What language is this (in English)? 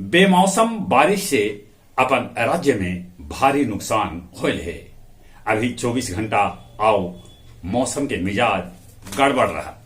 Magahi